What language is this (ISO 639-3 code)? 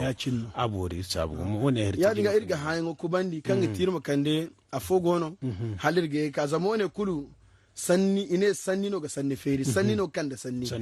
dje